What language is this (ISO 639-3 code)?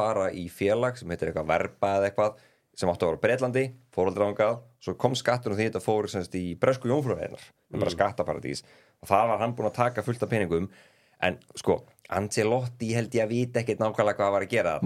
isl